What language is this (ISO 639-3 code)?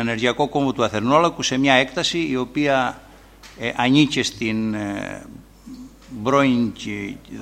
ell